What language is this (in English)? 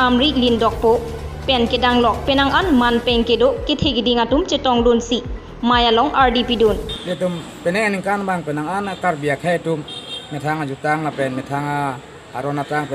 Karbi